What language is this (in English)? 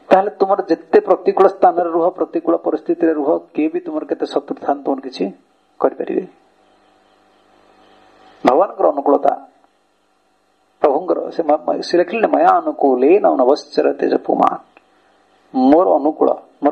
Odia